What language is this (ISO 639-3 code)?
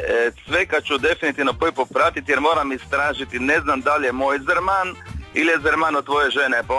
hrv